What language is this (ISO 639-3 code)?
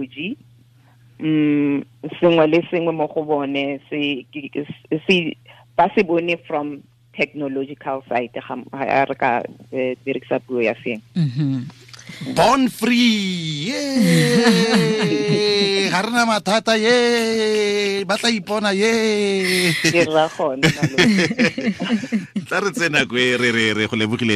tsn